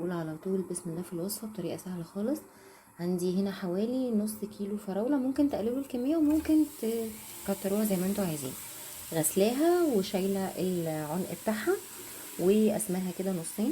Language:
Egyptian Arabic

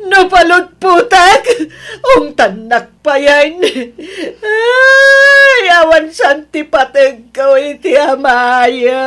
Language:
Iloko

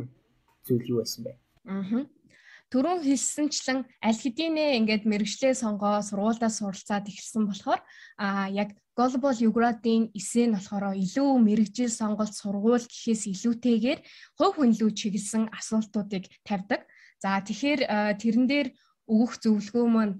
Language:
Mongolian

